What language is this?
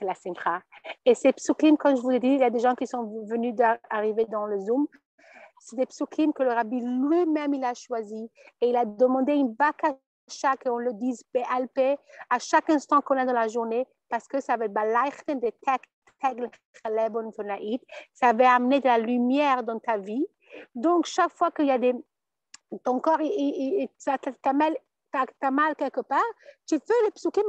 French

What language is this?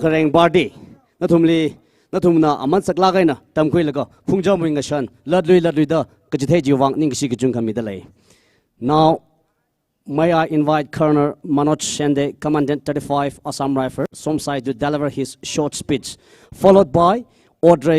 Tangkhul Naga (India)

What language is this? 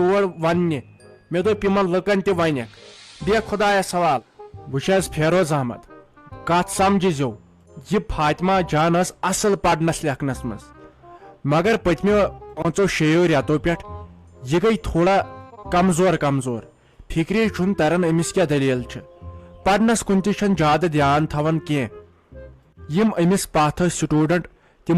Kashmiri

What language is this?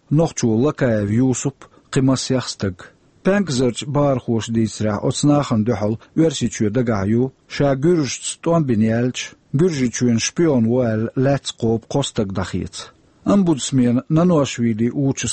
Chechen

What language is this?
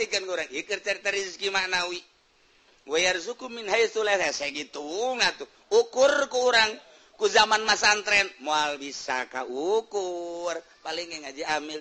Sundanese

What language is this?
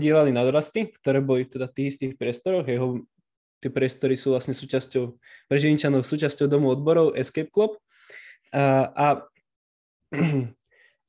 Slovak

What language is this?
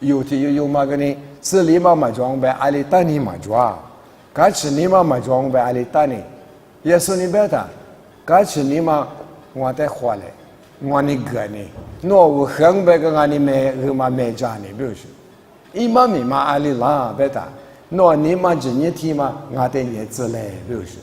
Lisu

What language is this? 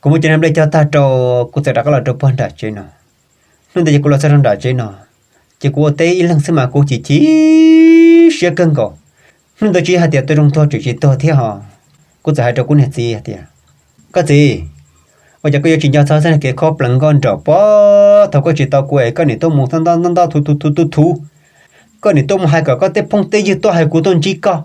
Hmong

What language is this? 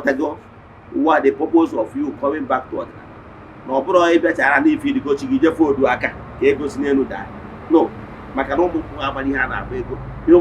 Igbo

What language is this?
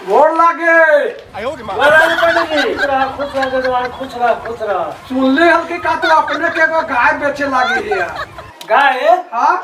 Magahi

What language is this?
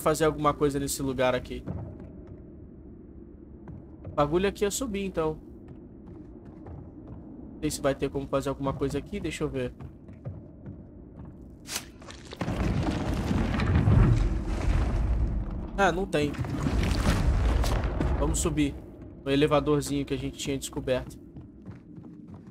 Portuguese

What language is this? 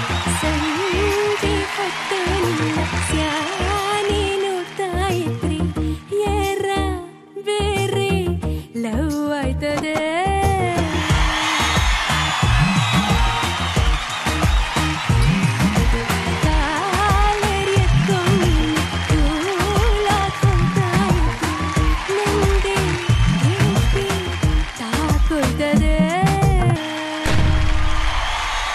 Kannada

